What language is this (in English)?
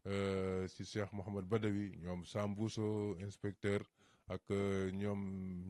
Wolof